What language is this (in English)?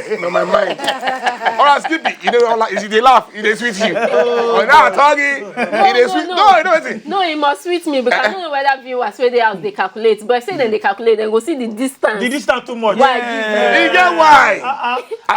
Nigerian Pidgin